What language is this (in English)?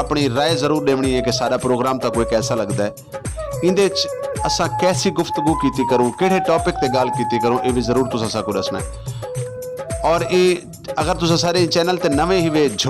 Saraiki